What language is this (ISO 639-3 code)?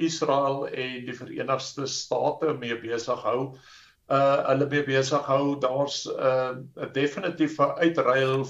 afr